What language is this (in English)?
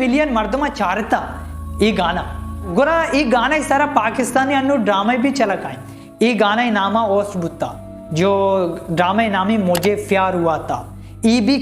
Baluchi